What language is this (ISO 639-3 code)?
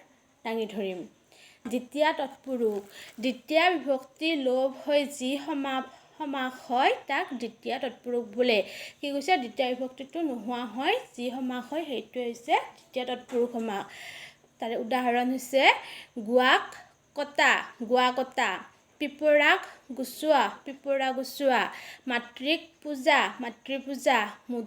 asm